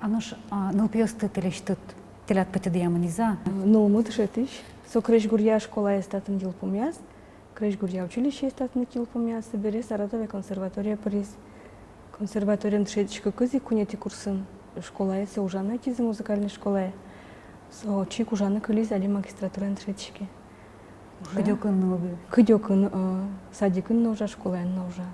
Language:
Udmurt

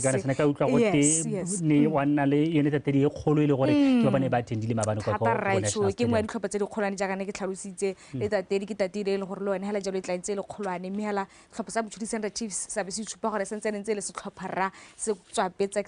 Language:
Tswana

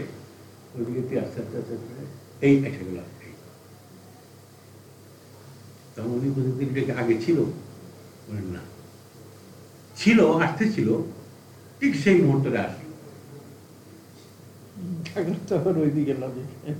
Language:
Bangla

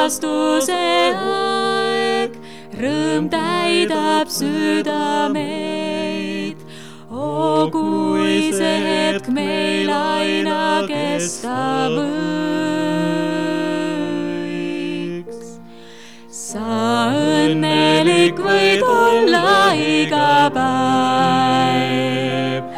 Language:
Estonian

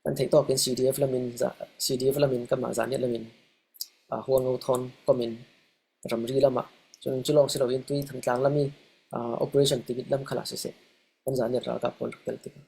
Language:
Falam Chin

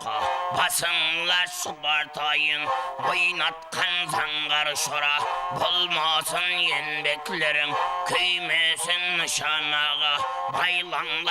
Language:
Kara-Kalpak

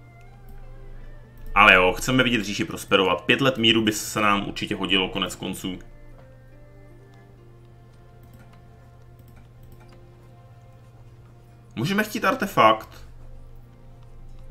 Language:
Czech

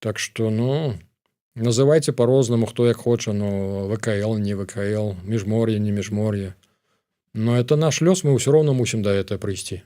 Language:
Belarusian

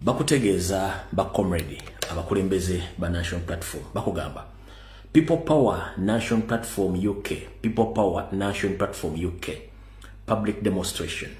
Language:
Ganda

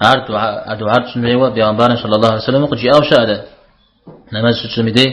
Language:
Kabardian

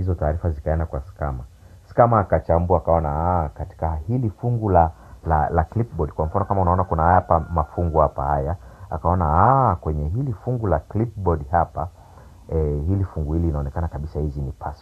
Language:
Swahili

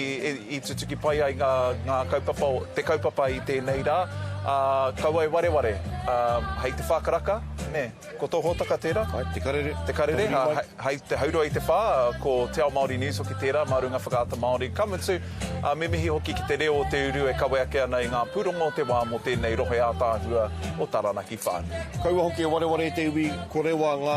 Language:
Māori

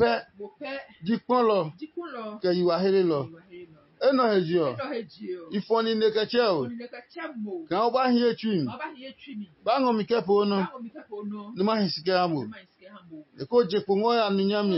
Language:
Adangme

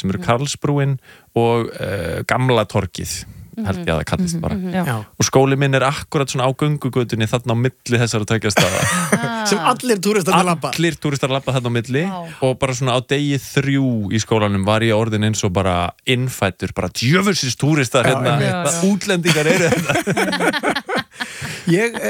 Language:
Icelandic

